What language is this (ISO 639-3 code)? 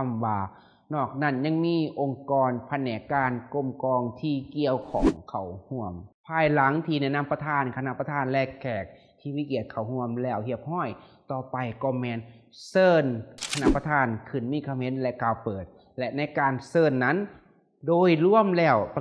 lao